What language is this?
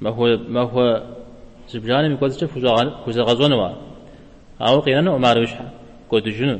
Kabardian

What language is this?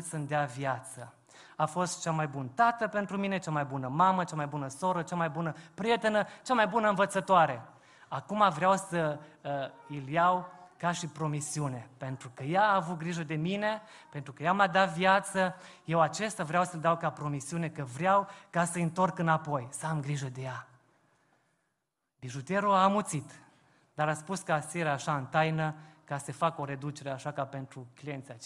Romanian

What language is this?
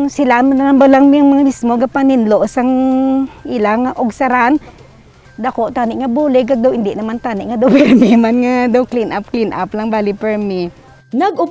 Hiligaynon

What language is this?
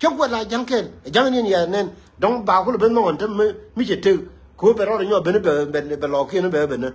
Nuer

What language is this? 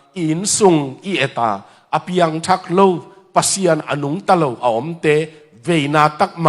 Tedim Chin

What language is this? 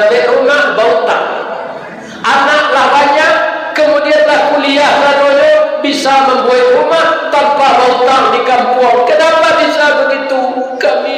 Minangkabau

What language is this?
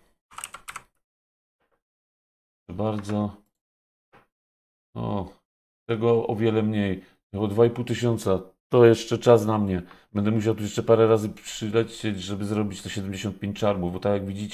Polish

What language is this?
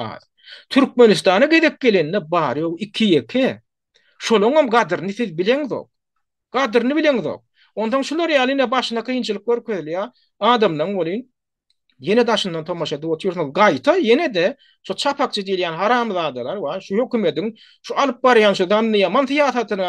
Turkmen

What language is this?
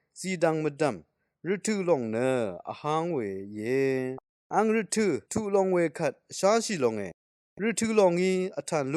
Rawang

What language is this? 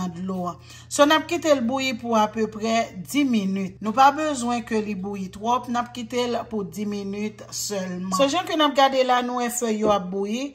Haitian Creole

